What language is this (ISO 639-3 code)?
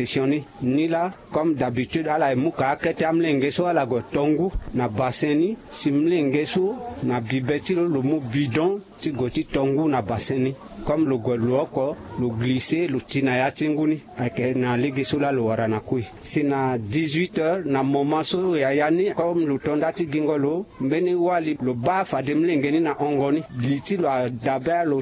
sag